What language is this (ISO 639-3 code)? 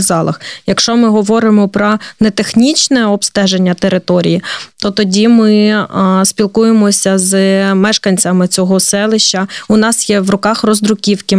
ukr